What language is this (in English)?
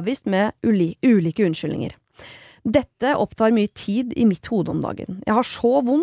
Norwegian